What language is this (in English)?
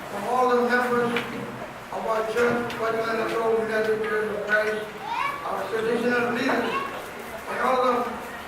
Pohnpeian